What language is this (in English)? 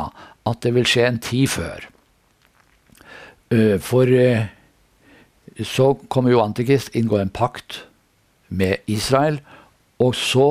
Norwegian